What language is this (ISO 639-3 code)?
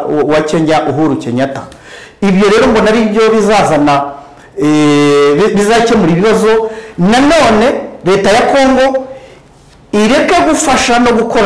kin